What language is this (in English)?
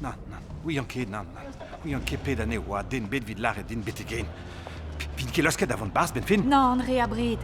Breton